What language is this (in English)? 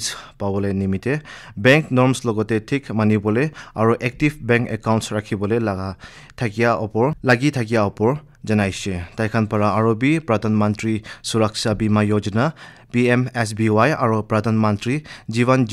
Naga Pidgin